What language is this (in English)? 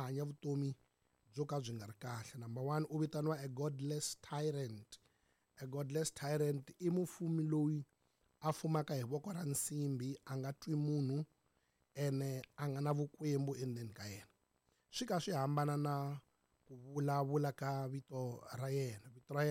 Tsonga